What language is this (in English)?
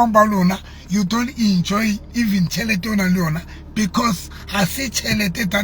Southern Sotho